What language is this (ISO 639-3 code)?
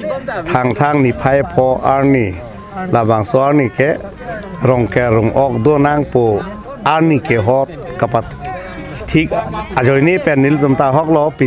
mjw